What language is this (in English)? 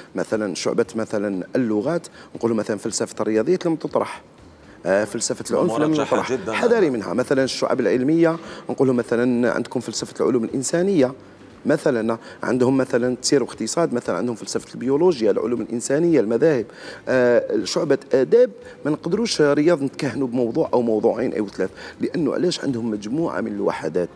Algerian Arabic